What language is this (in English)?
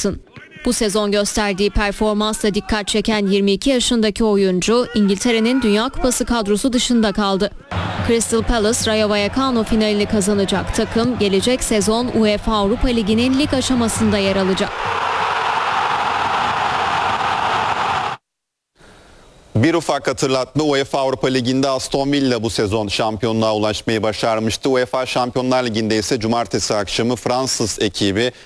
Turkish